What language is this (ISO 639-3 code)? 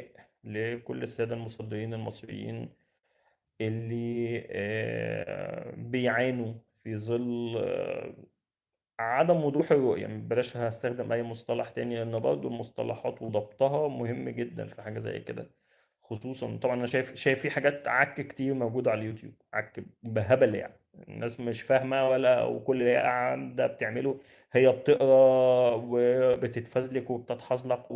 arz